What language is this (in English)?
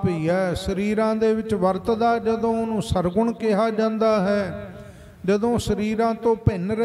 Punjabi